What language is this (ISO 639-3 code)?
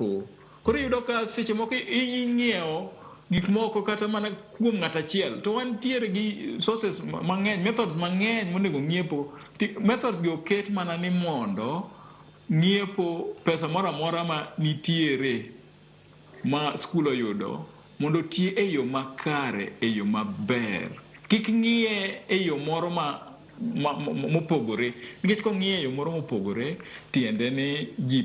luo